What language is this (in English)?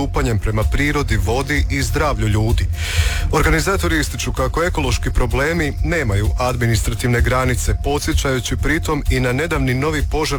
Croatian